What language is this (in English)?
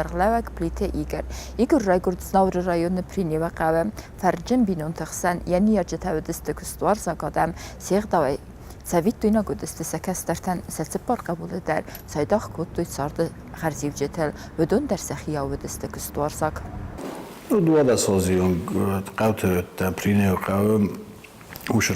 Ossetic